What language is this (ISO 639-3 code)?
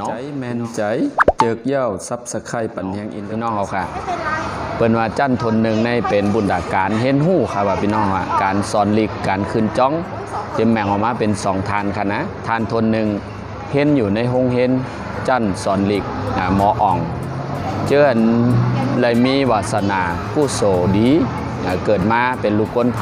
shn